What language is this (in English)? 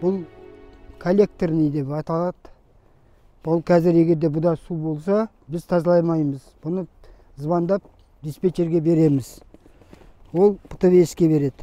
Kazakh